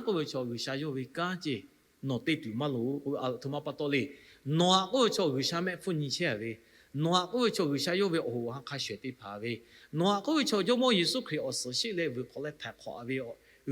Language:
Lahu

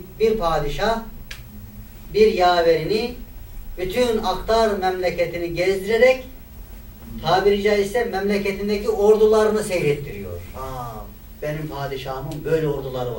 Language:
Turkish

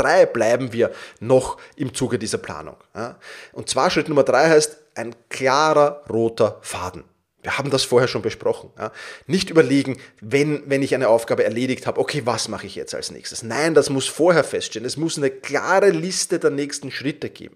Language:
German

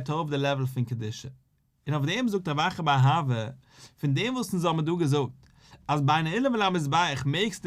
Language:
Yiddish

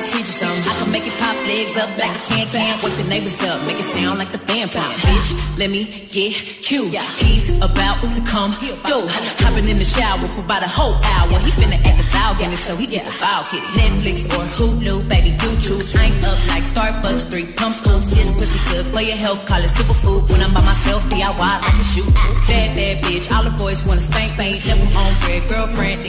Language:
English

